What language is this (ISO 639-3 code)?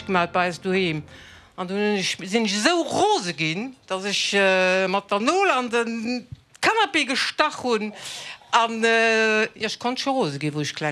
ltz